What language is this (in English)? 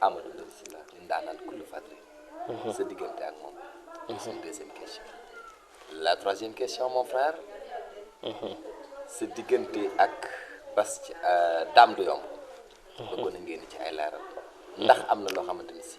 Wolof